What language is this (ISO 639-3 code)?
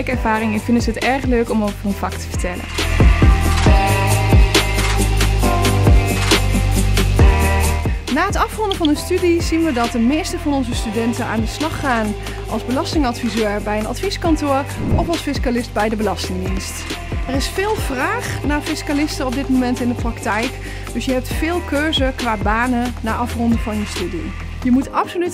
nld